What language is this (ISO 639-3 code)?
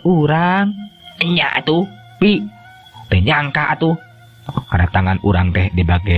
sun